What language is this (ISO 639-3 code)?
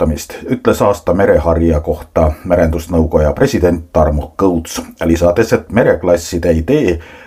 est